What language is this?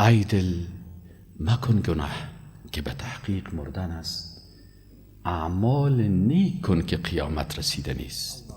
Persian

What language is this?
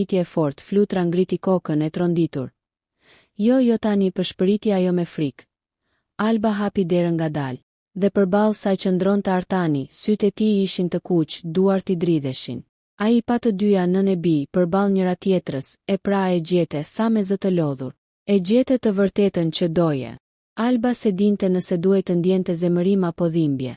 Albanian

